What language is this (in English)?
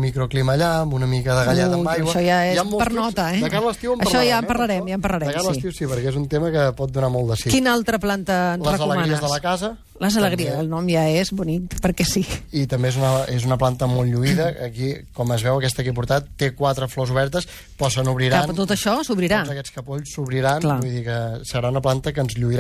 Catalan